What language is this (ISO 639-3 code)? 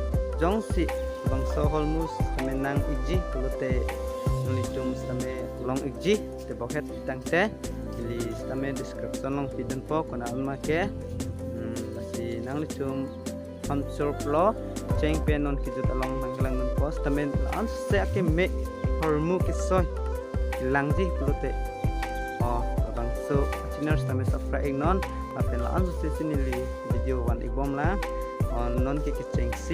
mjw